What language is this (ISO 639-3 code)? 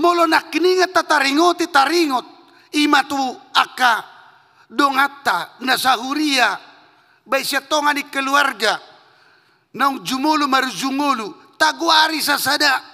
bbc